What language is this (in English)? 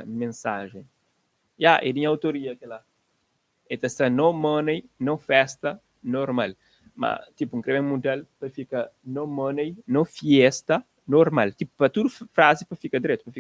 Kabuverdianu